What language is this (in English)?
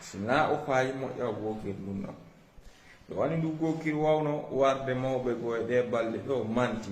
Fula